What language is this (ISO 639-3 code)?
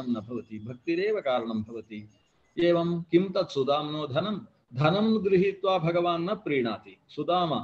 san